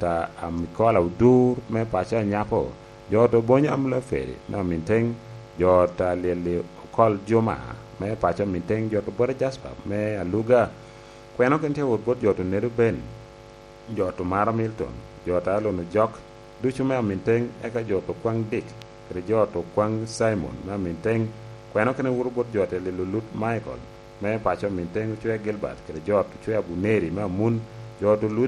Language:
Lango (Uganda)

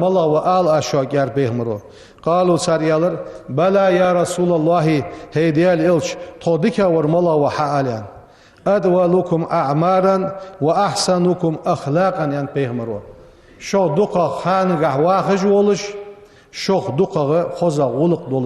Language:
Ingush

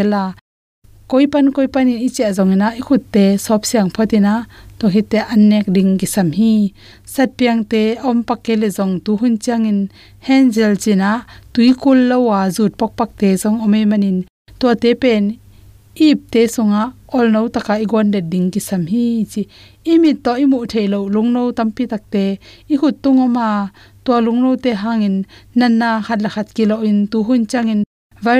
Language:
Tedim Chin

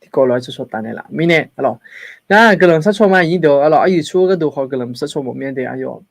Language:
Akha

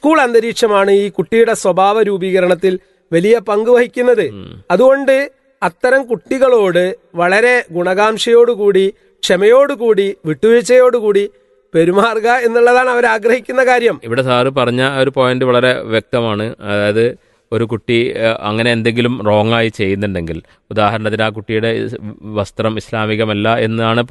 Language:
Malayalam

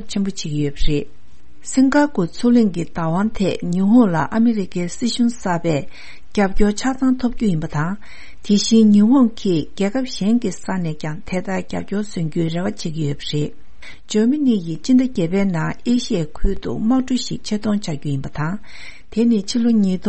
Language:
Tibetan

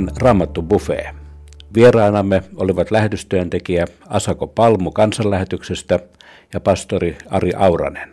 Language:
Finnish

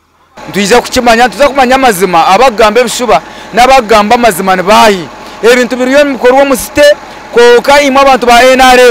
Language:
Nyankole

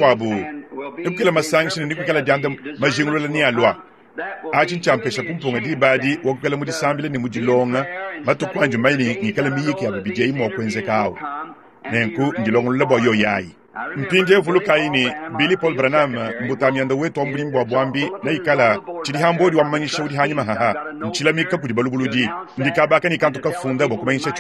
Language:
Luba-Lulua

